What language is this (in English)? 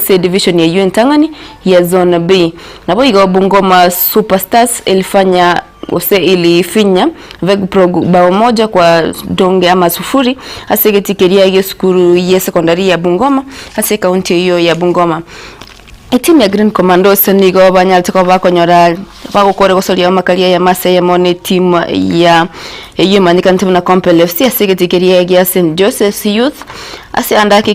Gusii